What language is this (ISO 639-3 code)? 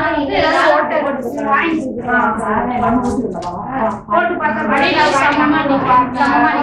tam